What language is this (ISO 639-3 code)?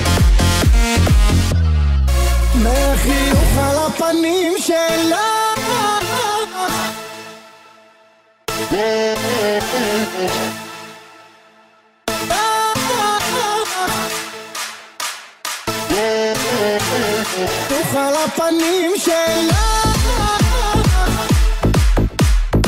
heb